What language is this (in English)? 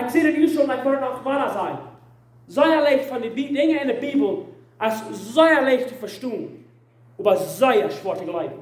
Plautdietsch